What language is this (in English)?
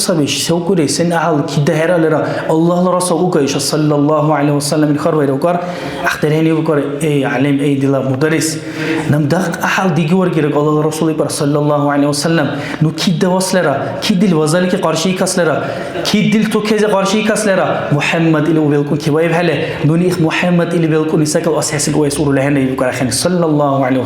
Dargwa